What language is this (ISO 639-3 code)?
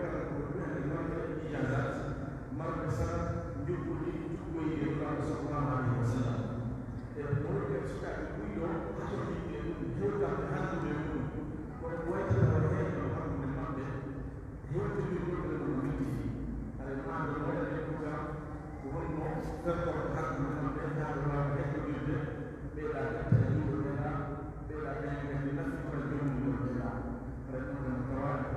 fuf